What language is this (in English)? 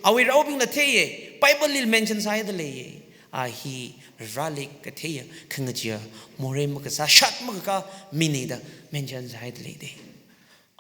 Tangkhul Naga (India)